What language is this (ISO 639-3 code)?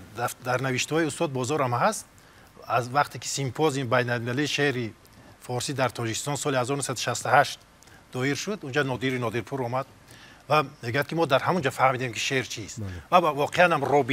tgk